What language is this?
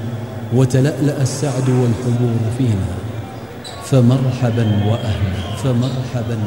Arabic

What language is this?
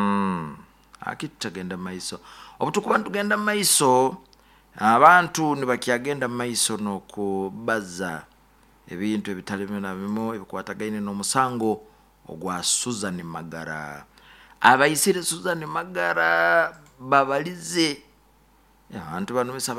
Nyoro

